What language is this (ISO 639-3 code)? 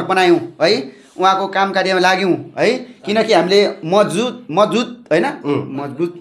nep